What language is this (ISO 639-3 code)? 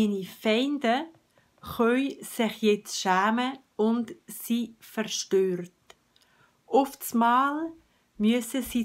gsw